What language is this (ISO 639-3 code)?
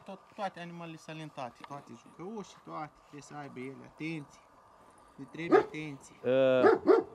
ron